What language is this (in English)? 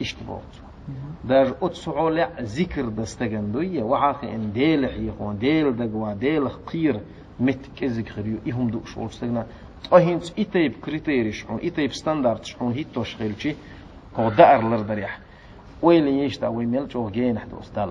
Chechen